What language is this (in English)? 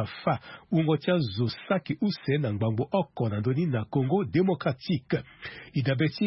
Sango